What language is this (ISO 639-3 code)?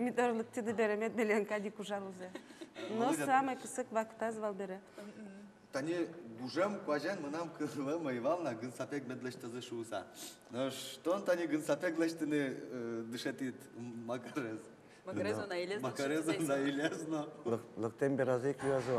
udm